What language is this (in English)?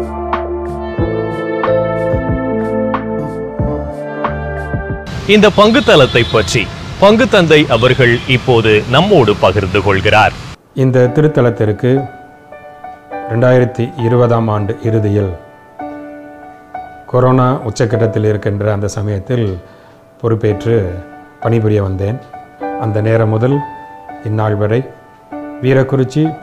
Tamil